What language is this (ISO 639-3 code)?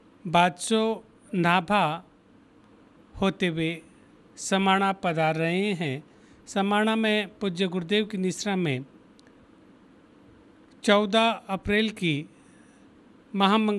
hin